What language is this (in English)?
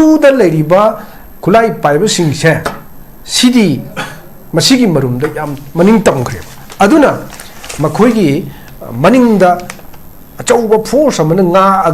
Manipuri